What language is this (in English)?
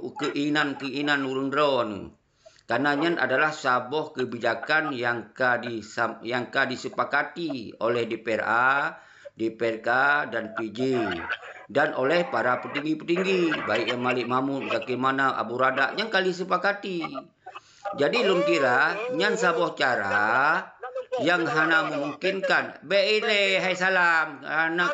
Achinese